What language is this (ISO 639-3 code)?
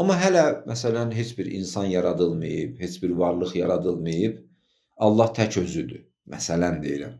aze